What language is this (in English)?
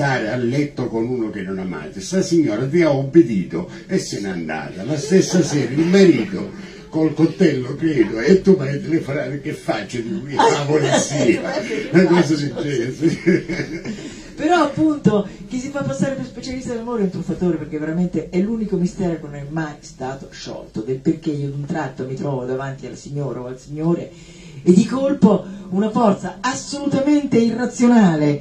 Italian